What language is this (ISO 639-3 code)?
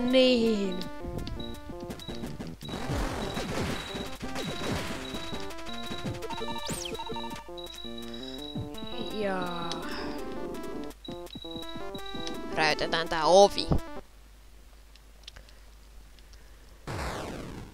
fin